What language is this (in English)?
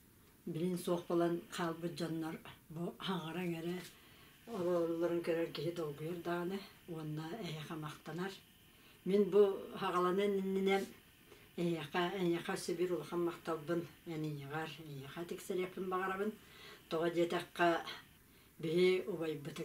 Yakut